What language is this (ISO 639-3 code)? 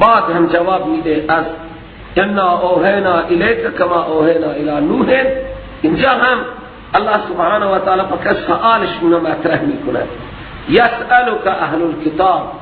fas